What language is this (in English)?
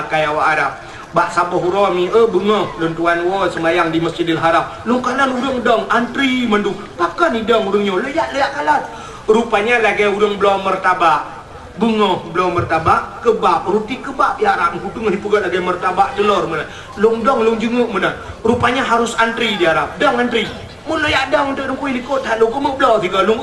Achinese